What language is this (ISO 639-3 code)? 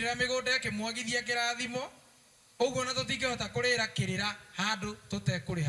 kik